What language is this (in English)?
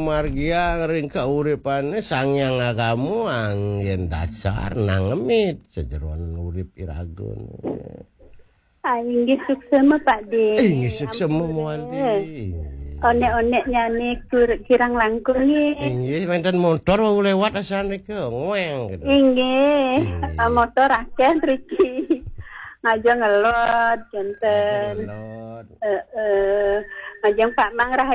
Balinese